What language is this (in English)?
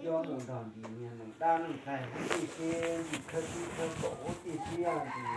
Hmong